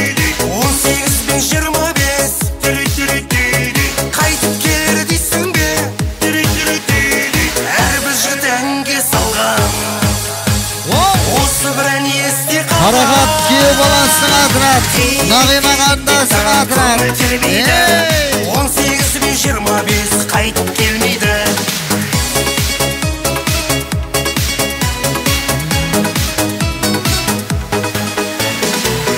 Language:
Kara-Kalpak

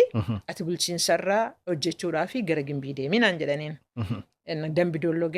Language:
Oromo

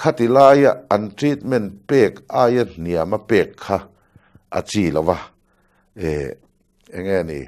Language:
Mizo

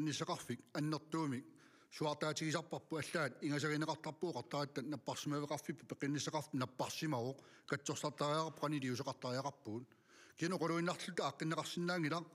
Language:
Kalaallisut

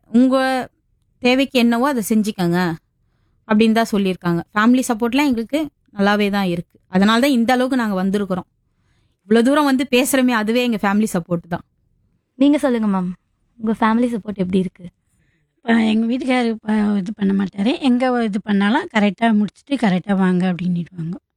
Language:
Tamil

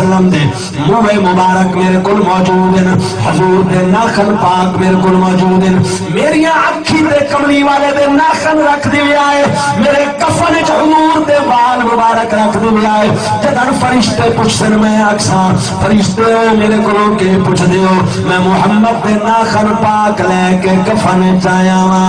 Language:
Saraiki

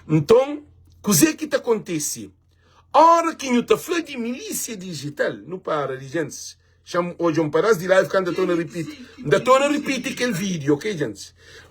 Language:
Kabuverdianu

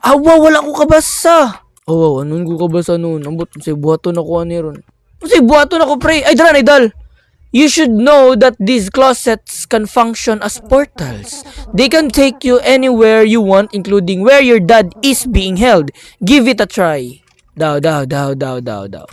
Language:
Cebuano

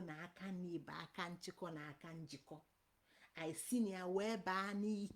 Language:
Igbo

